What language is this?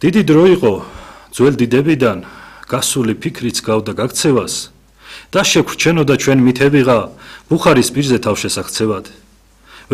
Georgian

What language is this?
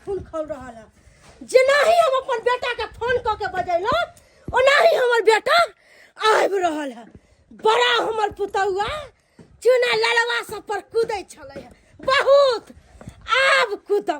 Maithili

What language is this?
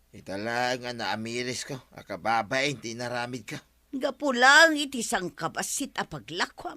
Iloko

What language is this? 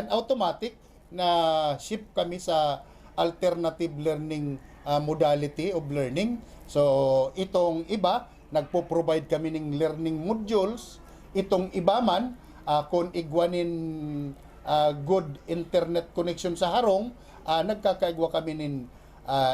Bikol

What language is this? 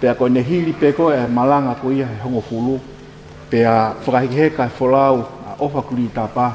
Tongan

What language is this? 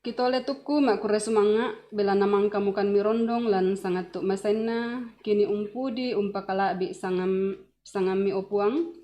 Toraja-Sa'dan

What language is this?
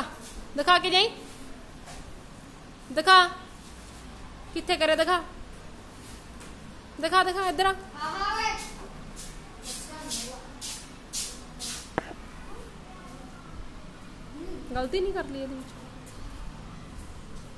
Punjabi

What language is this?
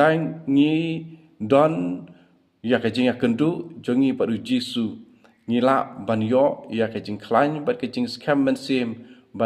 Khasi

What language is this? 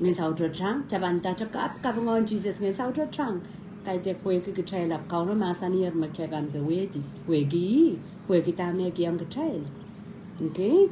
Pohnpeian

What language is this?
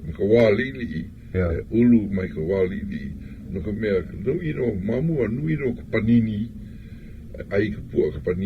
Hawaiian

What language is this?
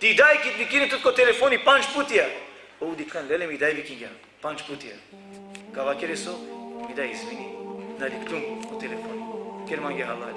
Balkan Romani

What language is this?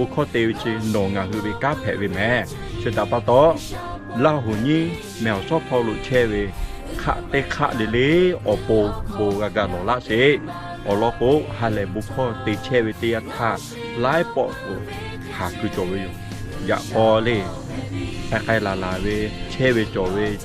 Lahu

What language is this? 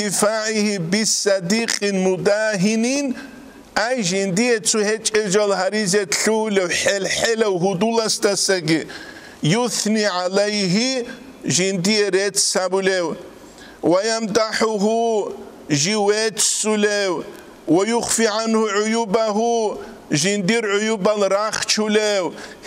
Avaric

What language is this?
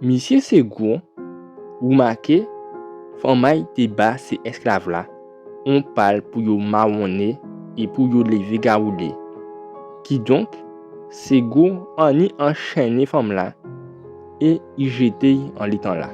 Guadeloupean Creole French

